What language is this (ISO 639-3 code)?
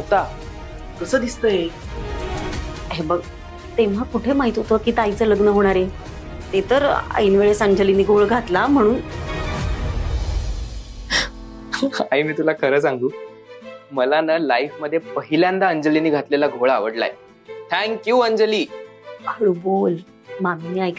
mar